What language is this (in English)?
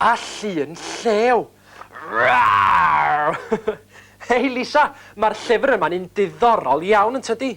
Welsh